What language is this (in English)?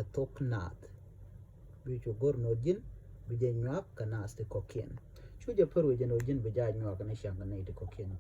Nuer